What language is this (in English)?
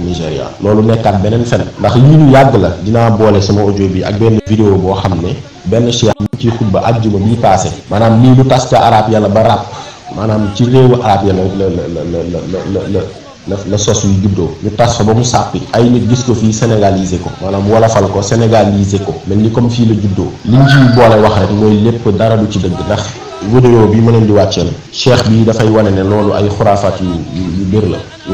Wolof